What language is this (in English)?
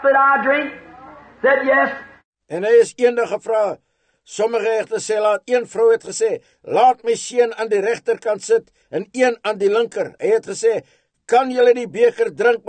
Afrikaans